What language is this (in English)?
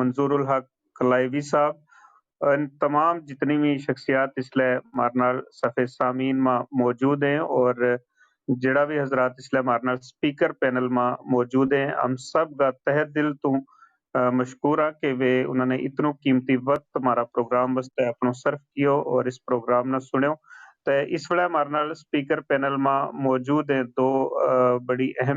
Gujari